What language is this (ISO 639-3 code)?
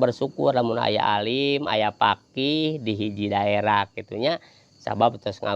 sun